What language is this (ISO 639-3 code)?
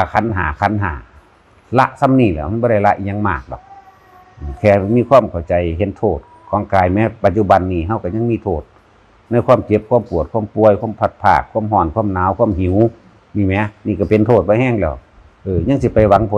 tts